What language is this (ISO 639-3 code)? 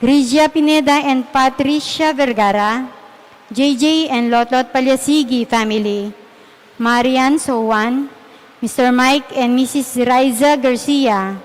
pam